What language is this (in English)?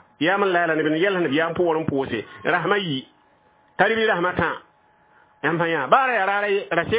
Mossi